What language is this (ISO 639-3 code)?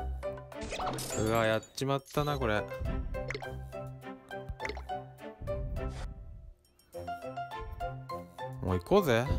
jpn